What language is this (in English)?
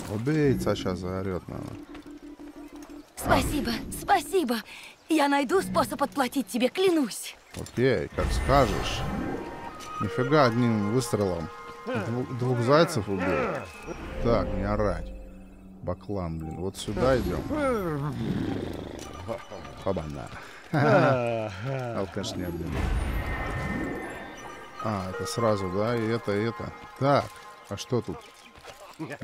Russian